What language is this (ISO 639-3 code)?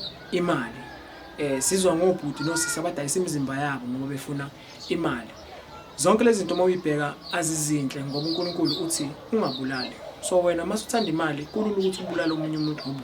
zul